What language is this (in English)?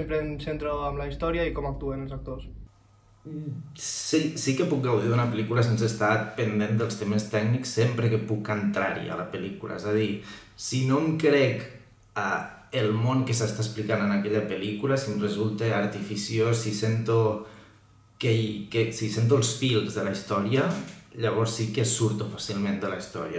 Catalan